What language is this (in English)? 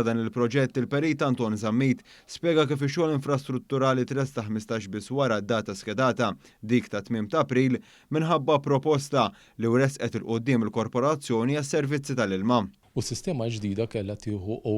Maltese